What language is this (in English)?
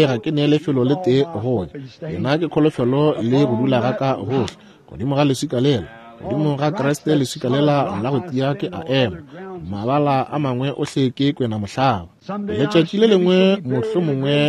Northern Sotho